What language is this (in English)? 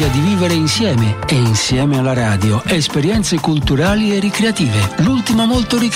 Italian